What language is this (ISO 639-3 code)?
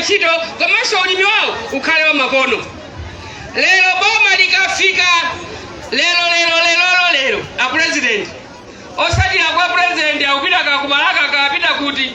nya